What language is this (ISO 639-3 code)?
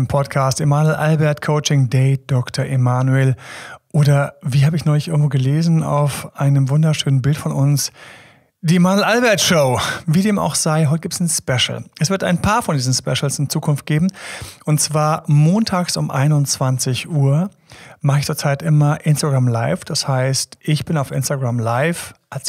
deu